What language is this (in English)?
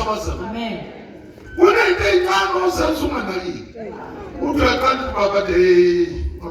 Zulu